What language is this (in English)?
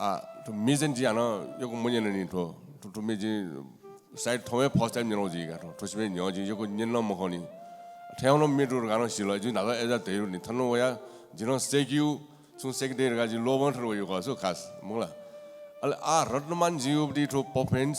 Newari